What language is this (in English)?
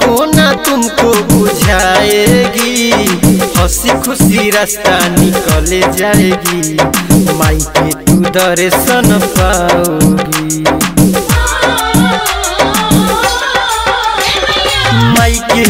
Bhojpuri